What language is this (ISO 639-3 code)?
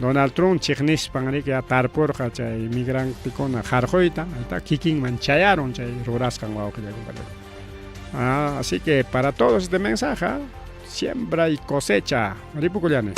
quy